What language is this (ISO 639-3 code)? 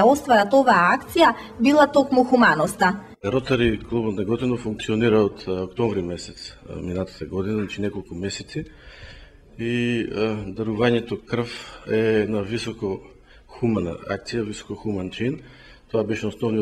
mkd